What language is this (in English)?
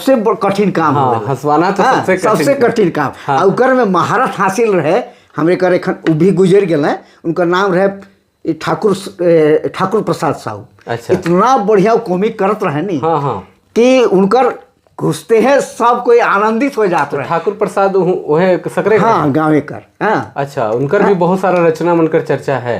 Sadri